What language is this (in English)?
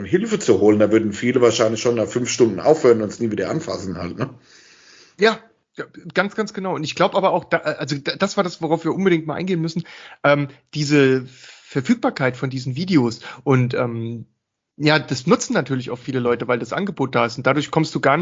German